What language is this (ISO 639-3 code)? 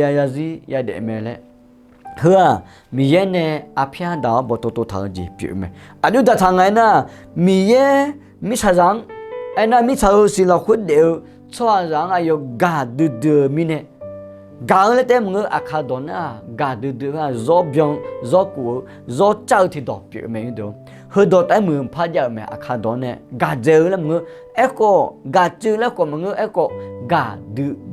ahk